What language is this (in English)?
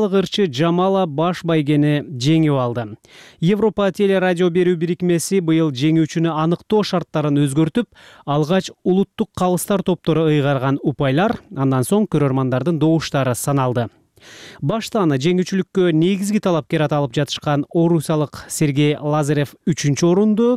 Kyrgyz